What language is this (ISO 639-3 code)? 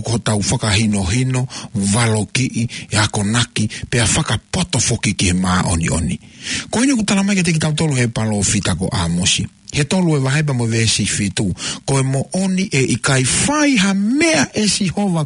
ton